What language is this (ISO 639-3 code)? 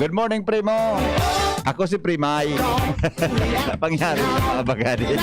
bik